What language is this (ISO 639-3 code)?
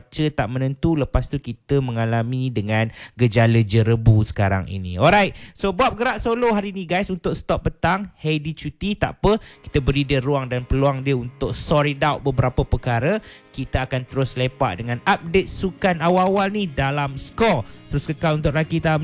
msa